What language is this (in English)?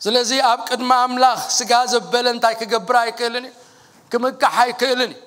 Tigrinya